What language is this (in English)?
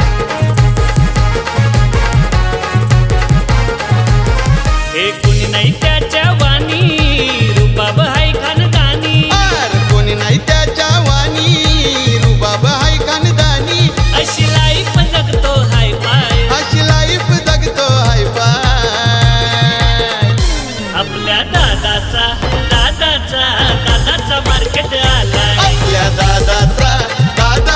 Marathi